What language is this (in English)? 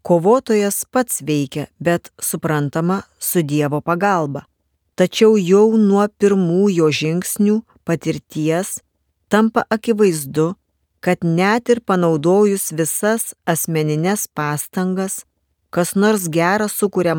Lithuanian